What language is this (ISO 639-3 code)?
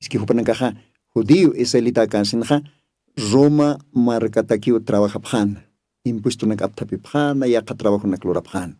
aym